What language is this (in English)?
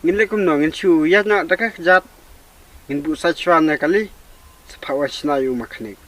Khasi